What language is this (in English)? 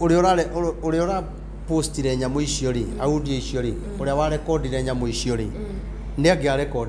Kikuyu